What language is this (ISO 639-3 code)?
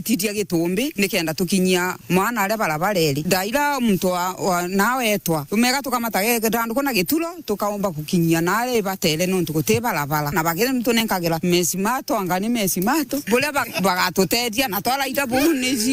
mer